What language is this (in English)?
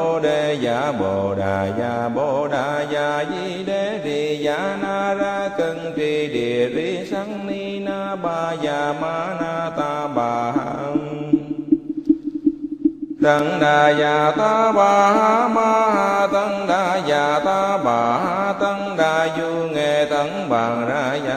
Vietnamese